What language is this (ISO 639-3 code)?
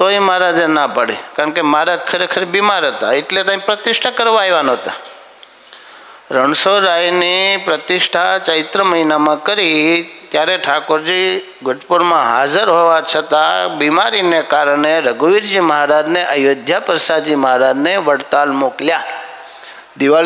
guj